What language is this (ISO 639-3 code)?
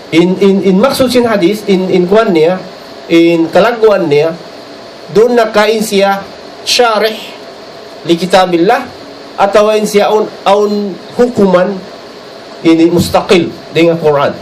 tsg